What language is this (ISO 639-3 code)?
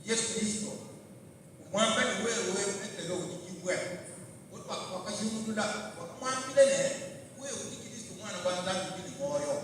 lua